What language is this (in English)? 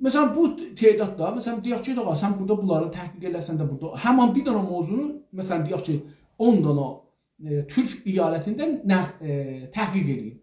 South Azerbaijani